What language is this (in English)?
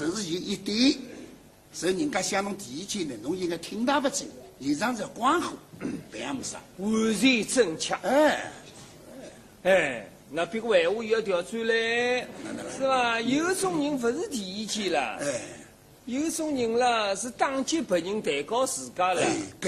Wu Chinese